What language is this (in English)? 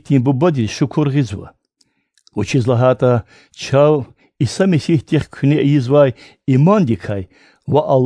Lezghian